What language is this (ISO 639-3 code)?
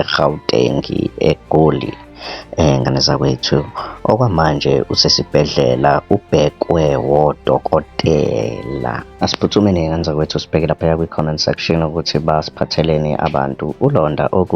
zul